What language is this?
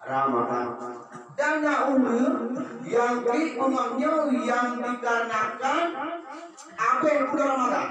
Achinese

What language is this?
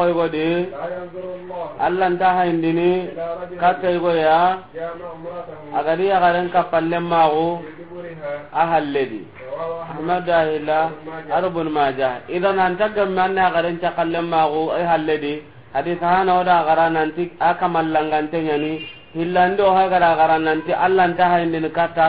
Soninke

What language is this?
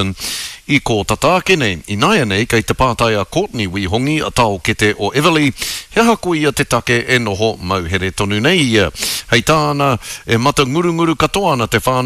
Māori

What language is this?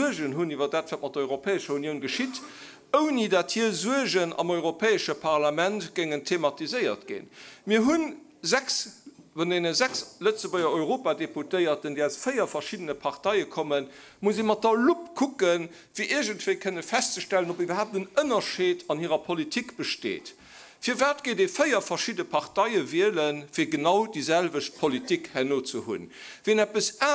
Luxembourgish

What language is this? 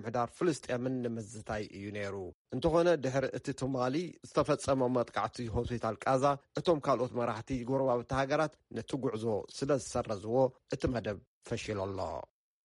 Tigrinya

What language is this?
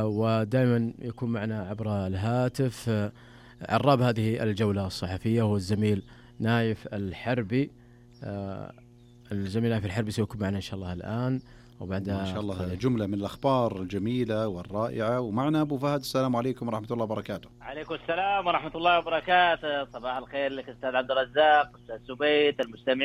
Najdi Arabic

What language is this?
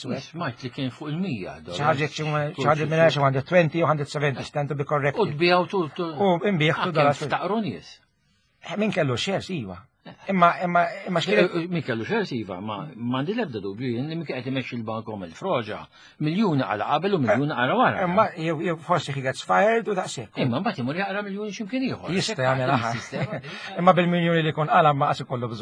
Maltese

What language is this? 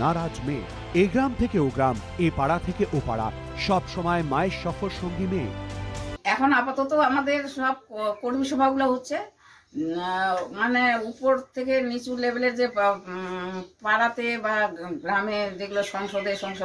Bangla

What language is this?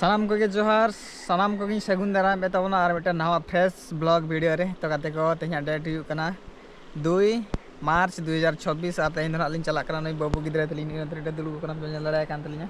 Santali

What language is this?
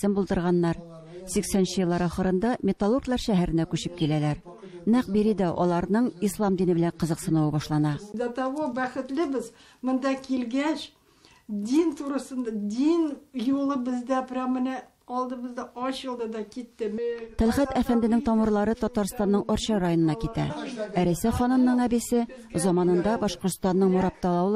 Tatar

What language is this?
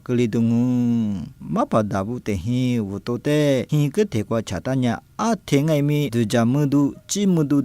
Lisu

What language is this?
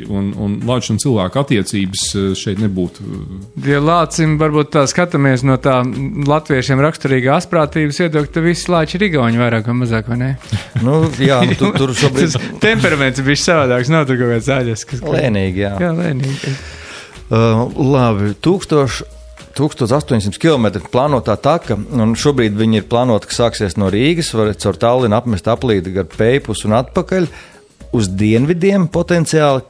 Latvian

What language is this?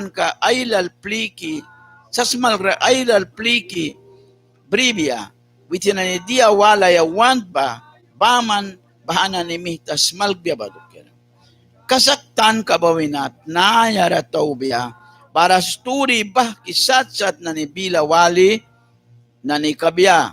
Mískito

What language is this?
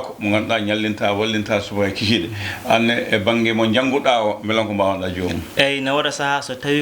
Fula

